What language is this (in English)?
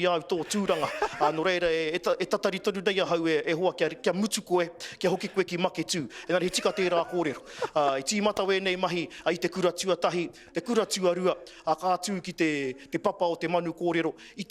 Māori